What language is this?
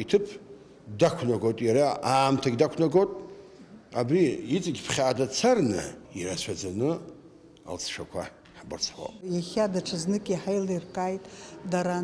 Abkhazian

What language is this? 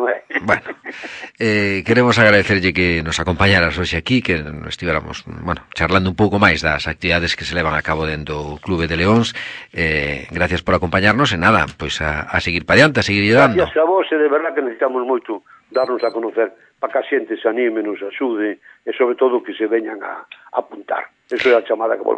Galician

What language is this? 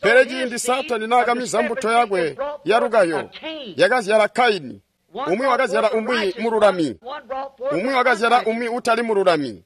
Tonga (Zambia)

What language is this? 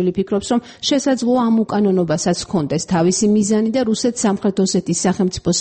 Georgian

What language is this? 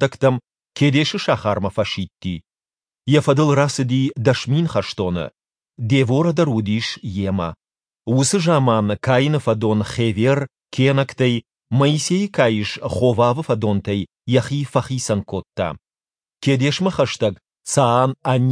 Ossetic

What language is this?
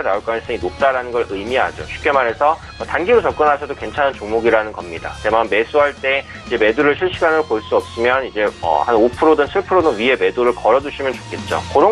Korean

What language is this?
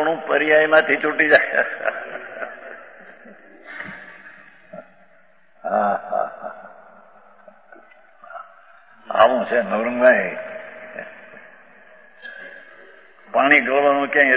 Gujarati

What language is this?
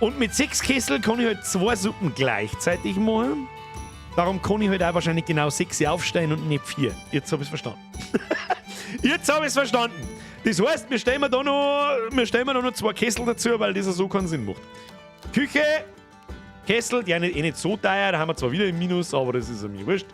Bavarian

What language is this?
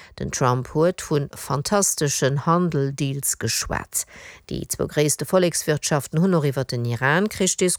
Luxembourgish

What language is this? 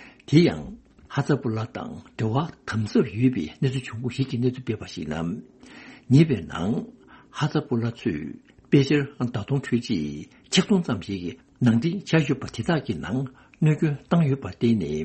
Tibetan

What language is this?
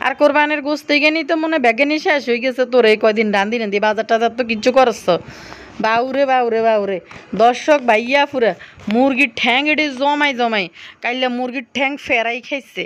Bangla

